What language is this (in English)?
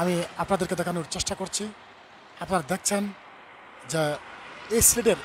Sylheti